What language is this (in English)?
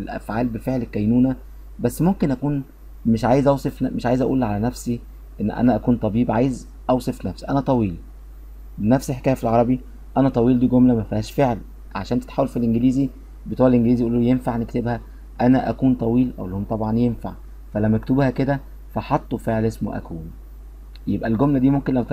Egyptian Arabic